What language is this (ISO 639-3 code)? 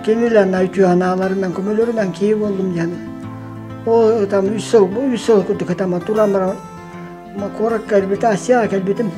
sah